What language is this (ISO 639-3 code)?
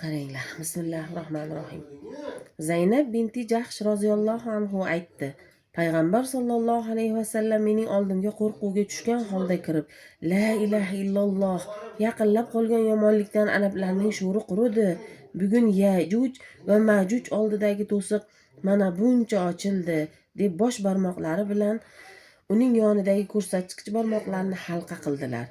uzb